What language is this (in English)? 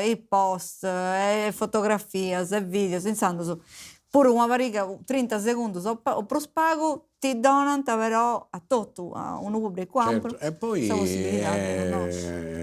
Sardinian